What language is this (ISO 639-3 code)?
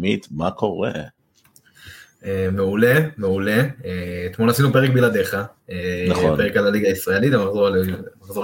heb